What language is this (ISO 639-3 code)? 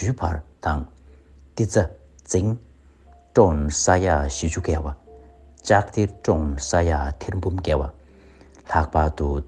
bod